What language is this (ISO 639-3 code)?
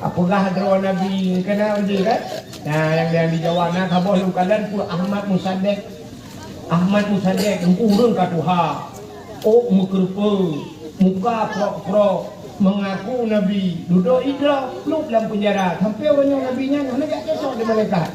ace